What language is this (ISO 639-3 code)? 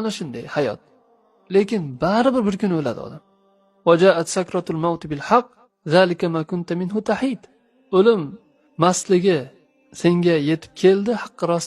uzb